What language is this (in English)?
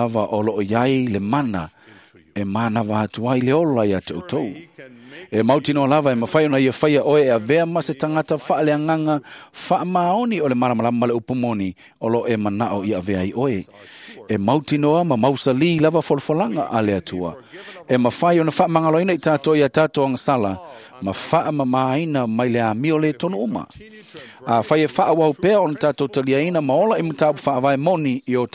Samoan